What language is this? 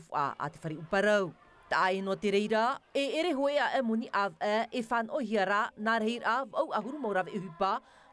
Tahitian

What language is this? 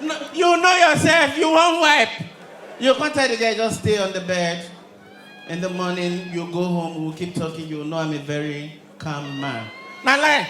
Nigerian Pidgin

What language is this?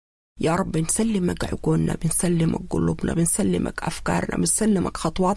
Sudanese Arabic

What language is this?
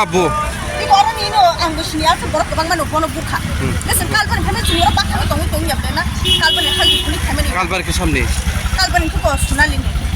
Kok Borok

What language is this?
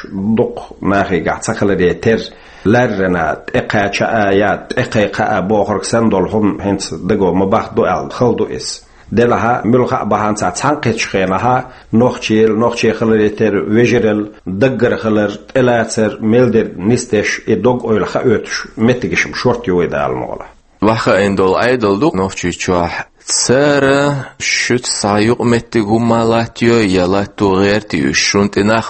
Chechen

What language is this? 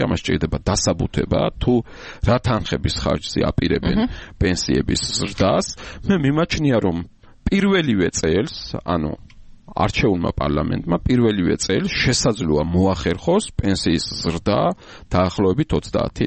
Georgian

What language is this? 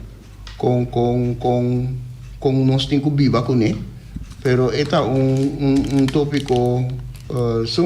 Papiamento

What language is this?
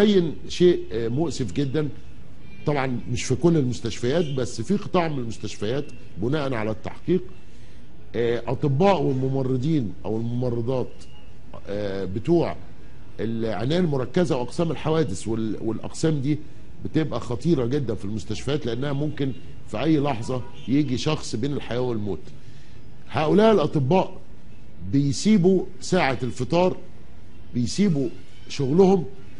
Egyptian Arabic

